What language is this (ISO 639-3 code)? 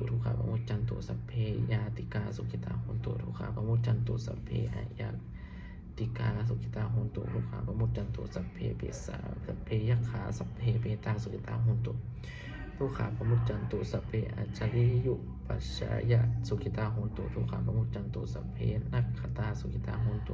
pli